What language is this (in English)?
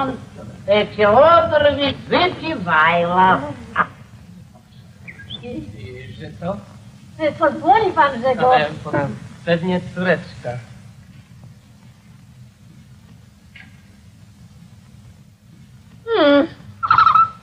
Polish